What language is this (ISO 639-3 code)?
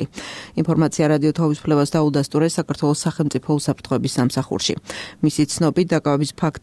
kat